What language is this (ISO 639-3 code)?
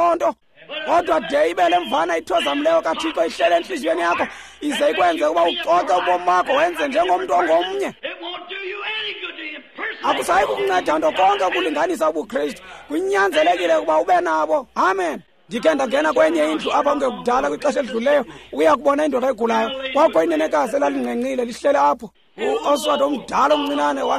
xho